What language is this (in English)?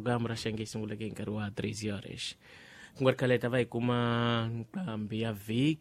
Tsonga